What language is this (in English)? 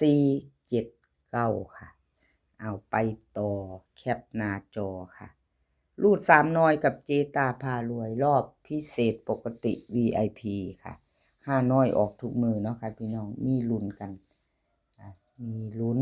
Northeastern Thai